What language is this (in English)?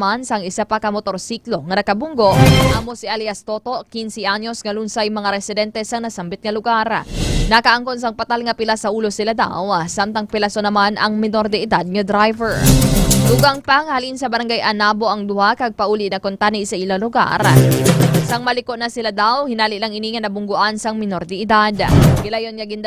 Hiligaynon